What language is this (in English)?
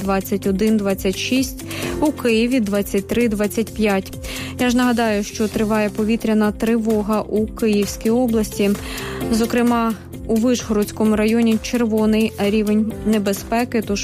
Ukrainian